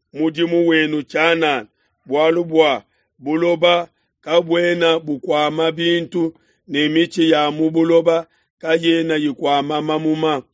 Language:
Luba-Lulua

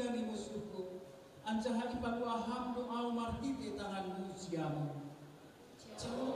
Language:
Batak Simalungun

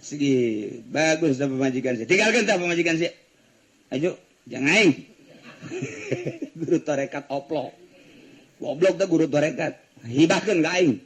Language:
Sundanese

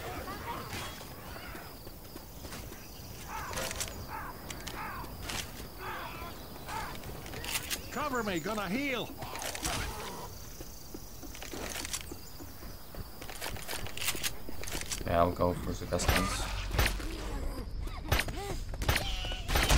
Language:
English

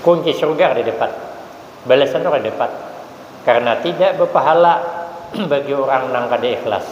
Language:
Banjar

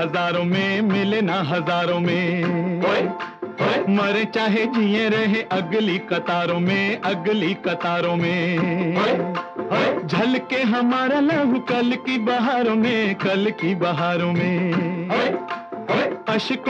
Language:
Hindi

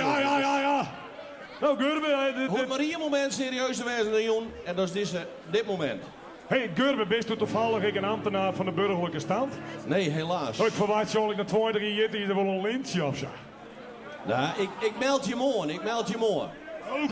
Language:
Western Frisian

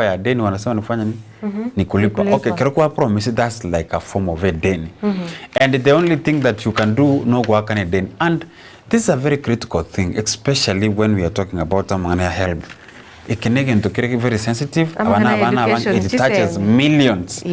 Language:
Gusii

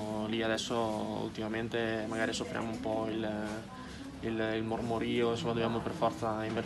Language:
Italian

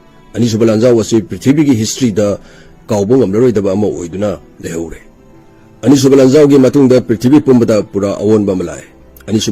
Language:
Manipuri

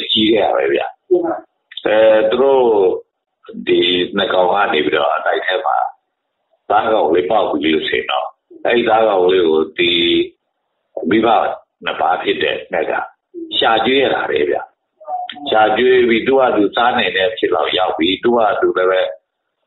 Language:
Burmese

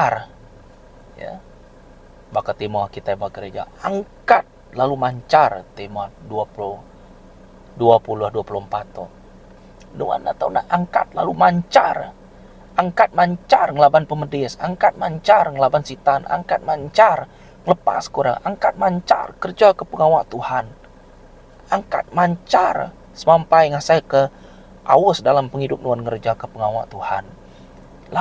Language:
Iban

